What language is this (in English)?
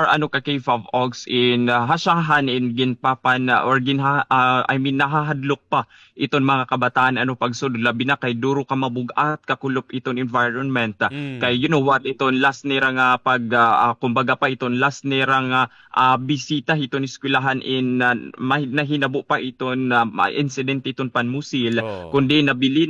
Waray